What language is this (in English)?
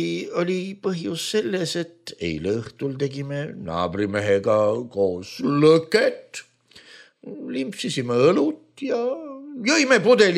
Estonian